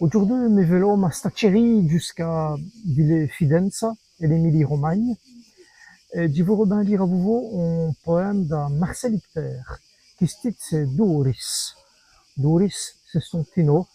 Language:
Walloon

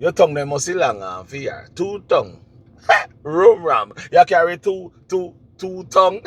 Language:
Jamaican Creole English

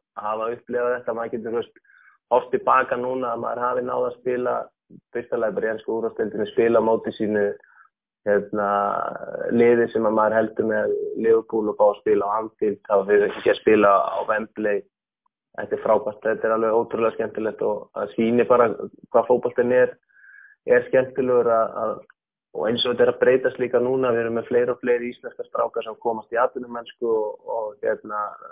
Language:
Icelandic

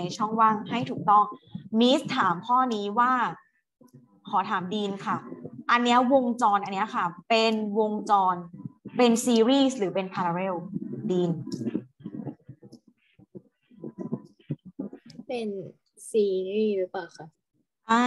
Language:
Thai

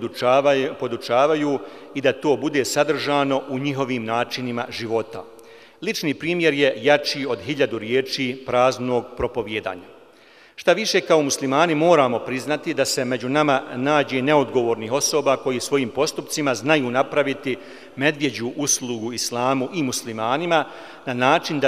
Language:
Bosnian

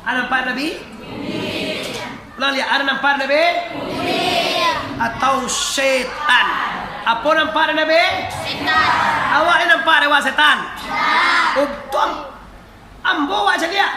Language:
Minangkabau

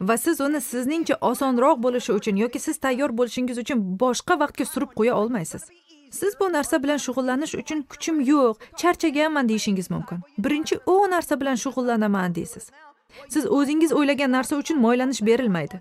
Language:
Uzbek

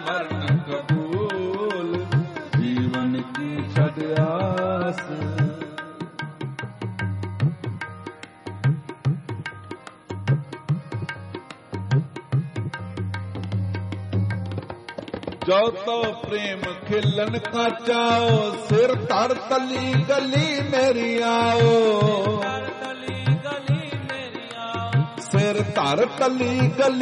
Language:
Punjabi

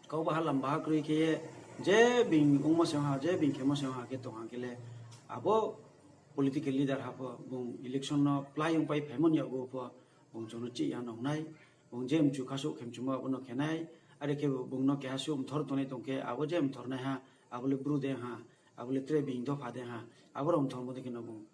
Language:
Riang (India)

